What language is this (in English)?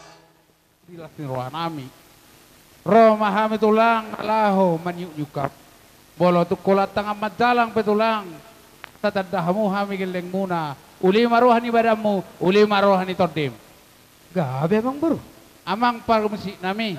Batak Toba